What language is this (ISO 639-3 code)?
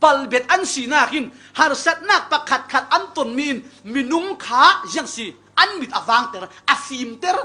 cfm